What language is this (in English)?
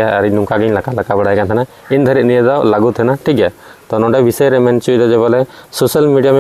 Santali